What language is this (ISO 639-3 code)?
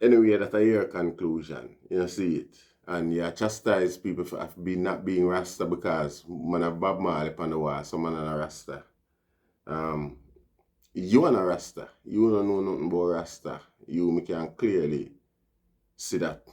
jam